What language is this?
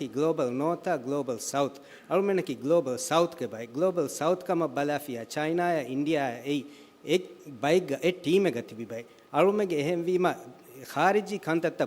Divehi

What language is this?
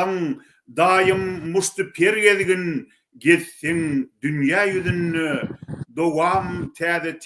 Turkmen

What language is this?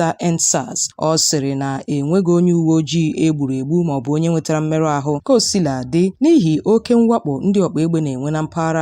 Igbo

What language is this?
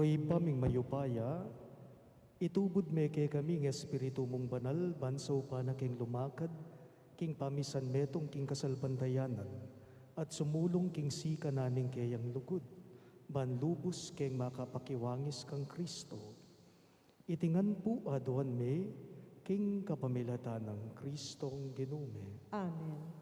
Pampanga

